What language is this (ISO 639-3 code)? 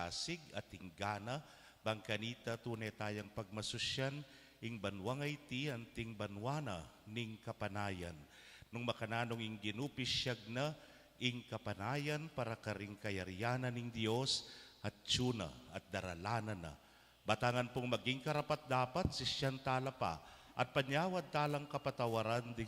pam